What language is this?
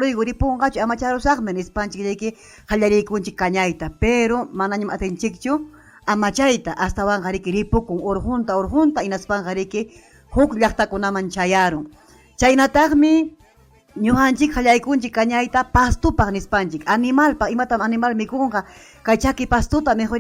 Ayacucho Quechua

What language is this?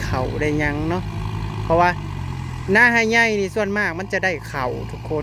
Northeastern Thai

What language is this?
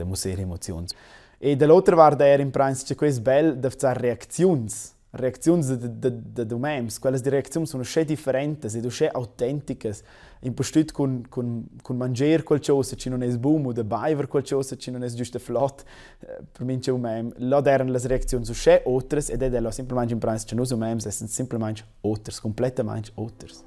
Romansh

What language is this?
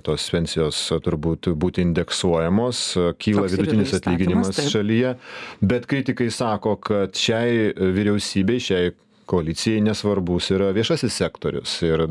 Lithuanian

